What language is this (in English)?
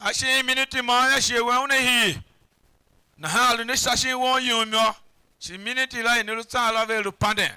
Tiv